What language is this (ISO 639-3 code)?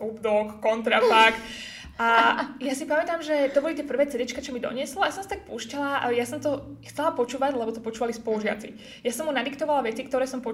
slk